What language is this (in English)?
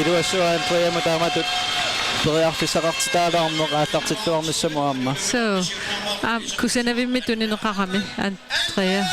Kalaallisut